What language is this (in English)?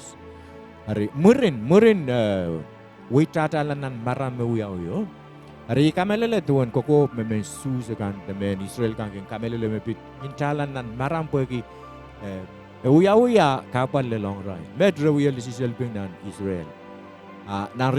Pohnpeian